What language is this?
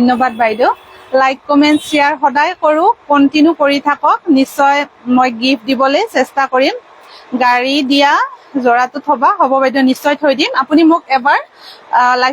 Assamese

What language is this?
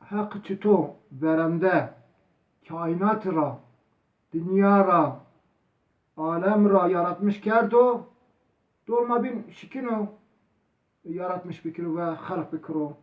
Zaza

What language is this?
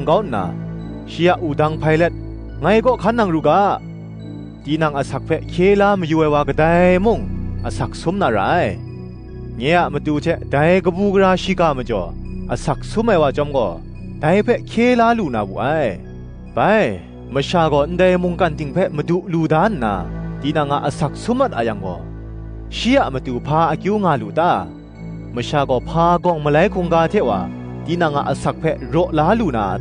Kachin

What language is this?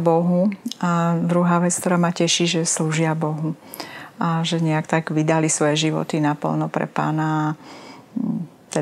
Slovak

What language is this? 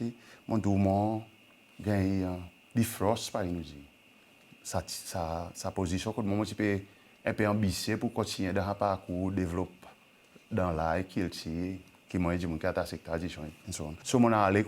Seselwa Creole French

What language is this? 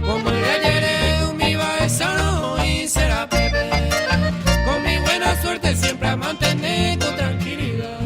Guarani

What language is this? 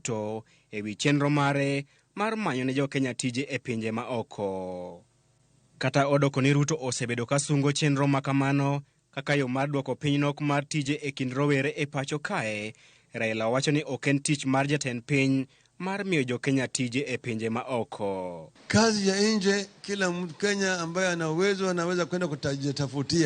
Luo (Kenya and Tanzania)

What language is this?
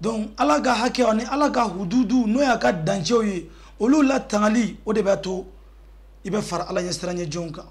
Bambara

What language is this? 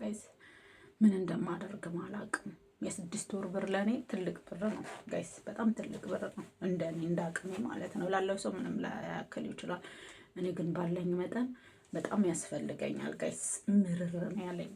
Amharic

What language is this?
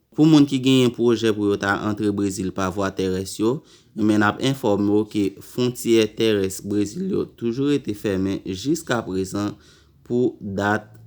Haitian Creole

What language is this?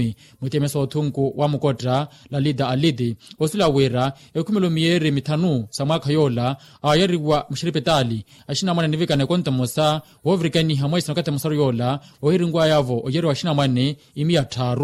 Makhuwa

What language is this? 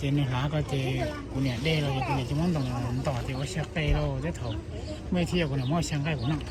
Hmong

